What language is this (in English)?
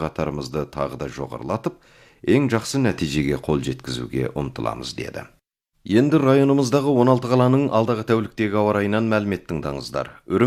Kazakh